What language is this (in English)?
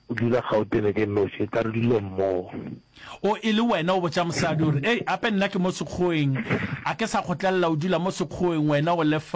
Northern Sotho